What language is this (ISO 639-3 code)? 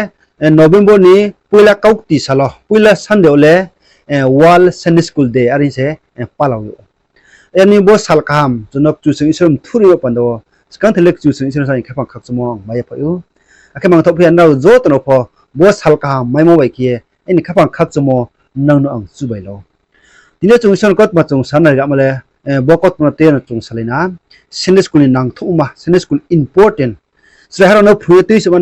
ria